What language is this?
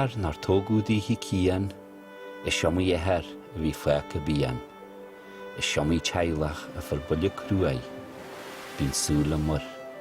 Irish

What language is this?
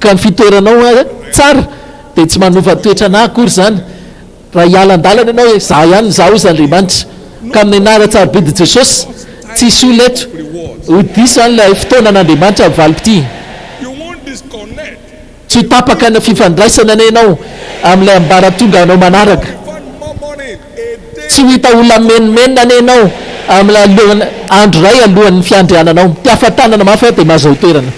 Malagasy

